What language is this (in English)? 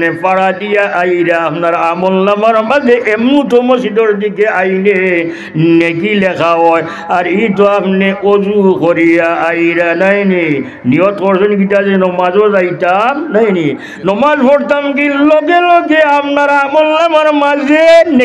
Sylheti